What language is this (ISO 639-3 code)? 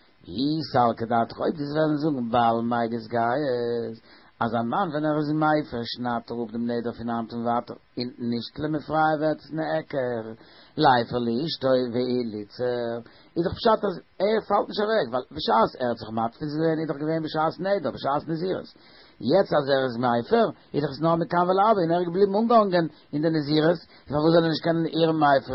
yid